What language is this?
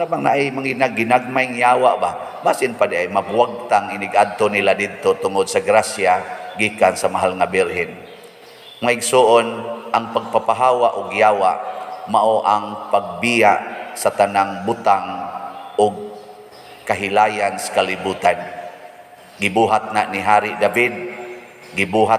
Cebuano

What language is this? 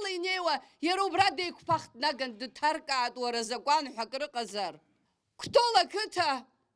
Abkhazian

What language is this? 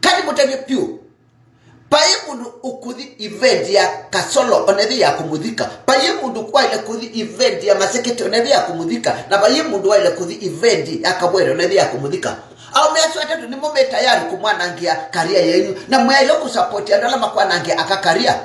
Kamba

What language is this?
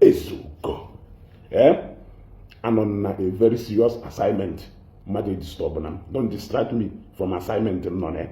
Igbo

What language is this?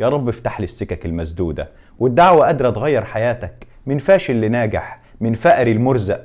Egyptian Arabic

